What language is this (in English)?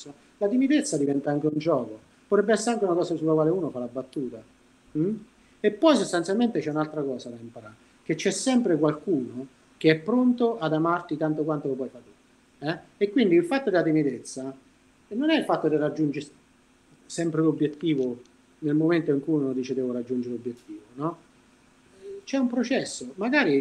Italian